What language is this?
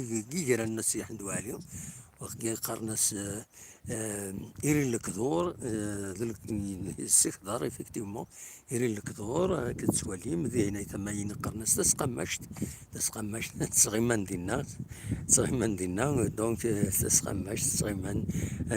Kabyle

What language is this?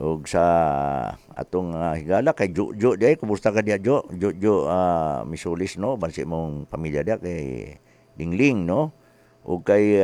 Cebuano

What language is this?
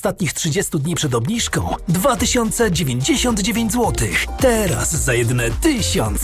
Polish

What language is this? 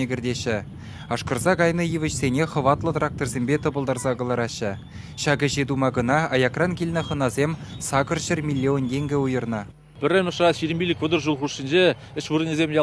Chuvash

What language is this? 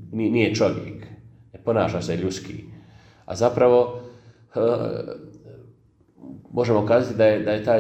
Bosnian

